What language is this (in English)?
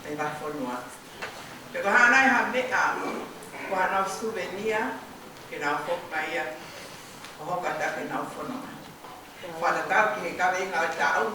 Tongan